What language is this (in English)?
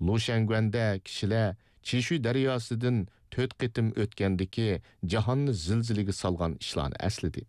Uyghur